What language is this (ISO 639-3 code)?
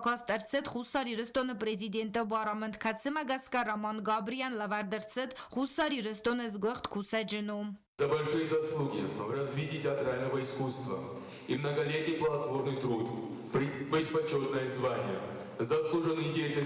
oss